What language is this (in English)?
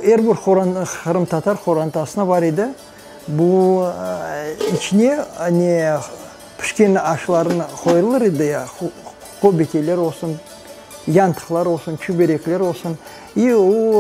Crimean Tatar